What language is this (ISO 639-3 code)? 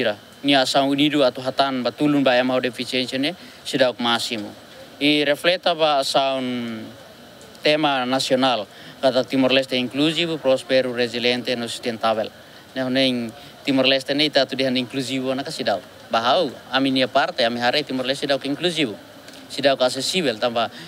tet